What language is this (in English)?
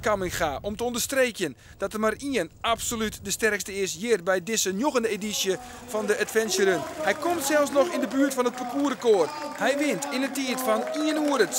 Western Frisian